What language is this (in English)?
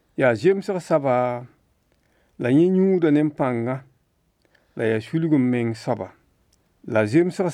Mossi